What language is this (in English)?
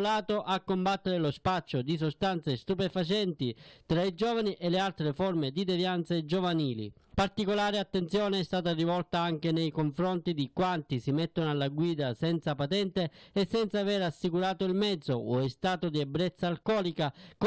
Italian